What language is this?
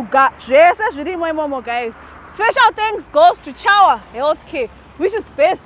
Shona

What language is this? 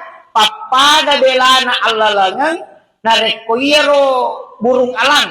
Buginese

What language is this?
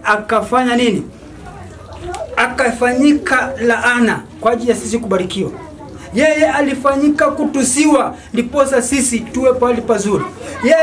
Swahili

